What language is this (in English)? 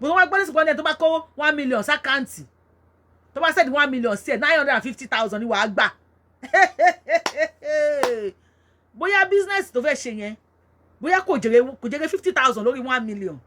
Yoruba